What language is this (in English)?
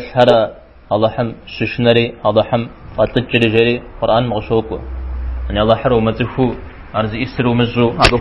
Kabardian